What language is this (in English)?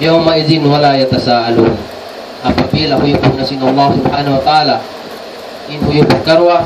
Tausug